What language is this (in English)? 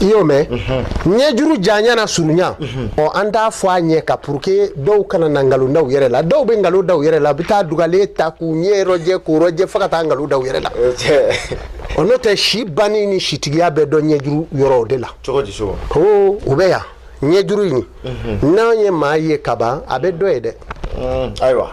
Bambara